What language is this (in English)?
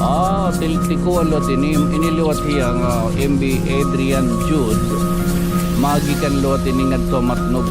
Waray